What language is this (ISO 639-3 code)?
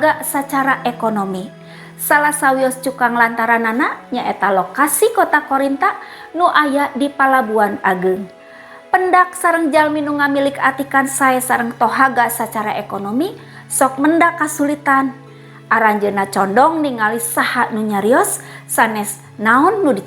sun